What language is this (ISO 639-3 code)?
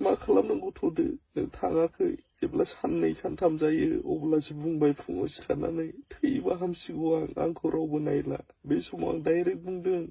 brx